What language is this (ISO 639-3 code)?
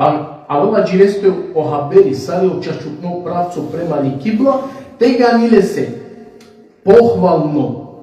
rmn